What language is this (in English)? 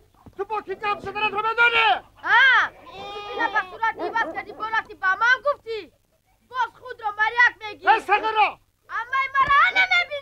Tajik